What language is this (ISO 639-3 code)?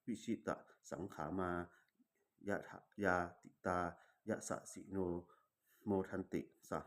pli